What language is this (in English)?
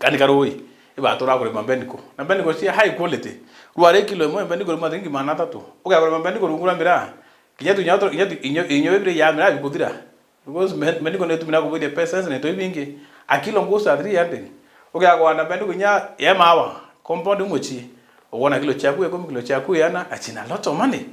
Meru